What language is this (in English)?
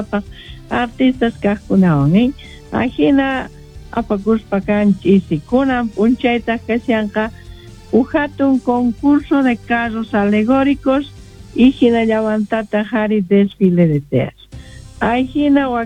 Quechua